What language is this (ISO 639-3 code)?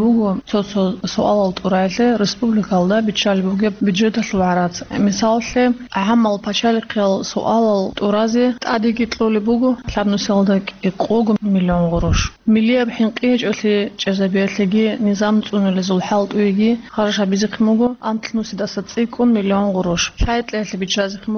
ava